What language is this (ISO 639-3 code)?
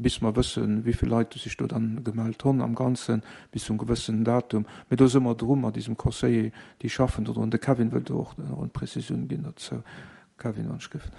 ltz